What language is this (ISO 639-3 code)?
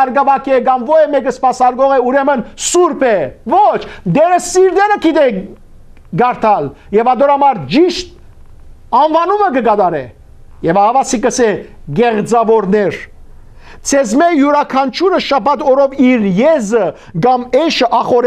hyw